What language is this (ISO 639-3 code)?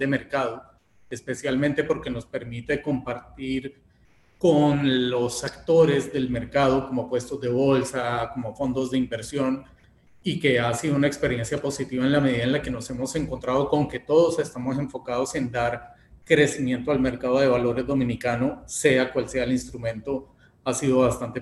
spa